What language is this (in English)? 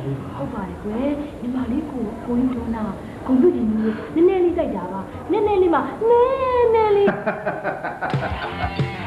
Burmese